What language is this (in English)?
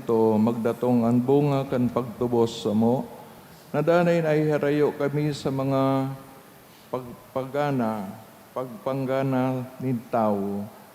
Bikol